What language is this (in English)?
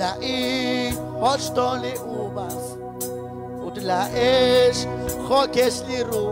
Kekchí